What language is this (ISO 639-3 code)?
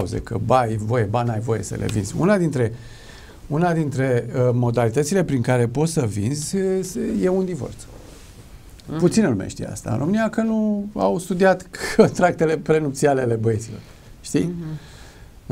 ron